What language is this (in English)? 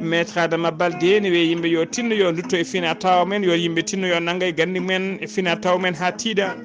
Fula